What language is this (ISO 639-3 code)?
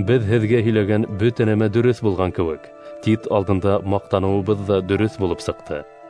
bak